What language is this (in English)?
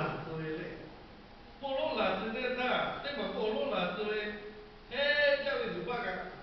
Lahu